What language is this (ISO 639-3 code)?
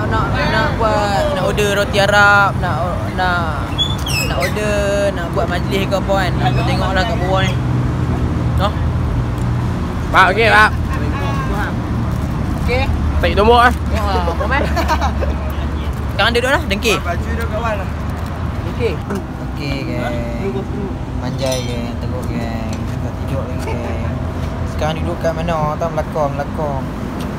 msa